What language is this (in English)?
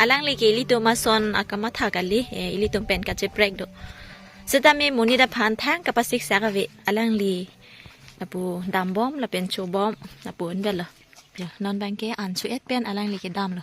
Karbi